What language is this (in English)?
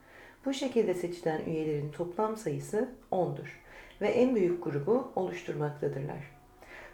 Turkish